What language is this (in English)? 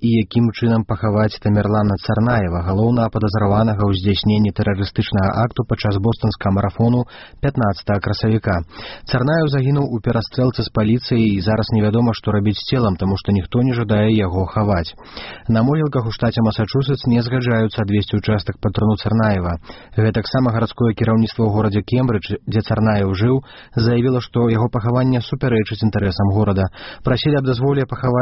Belarusian